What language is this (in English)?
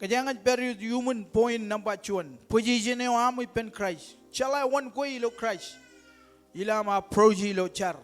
Marshallese